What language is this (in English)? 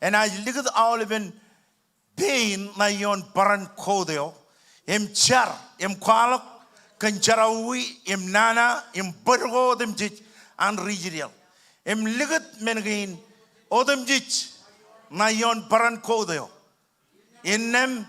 Marshallese